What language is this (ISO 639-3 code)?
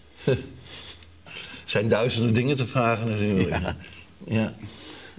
nld